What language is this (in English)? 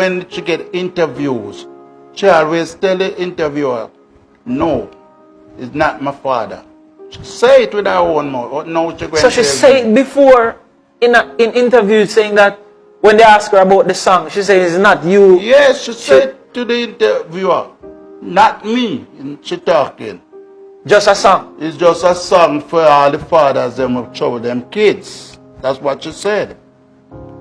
Jamaican Creole English